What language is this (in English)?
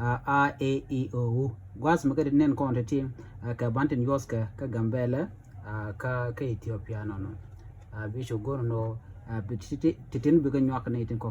Nuer